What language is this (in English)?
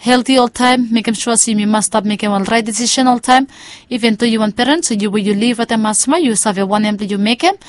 Bislama